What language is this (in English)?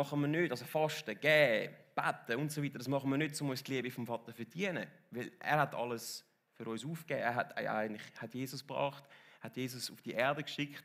Swiss German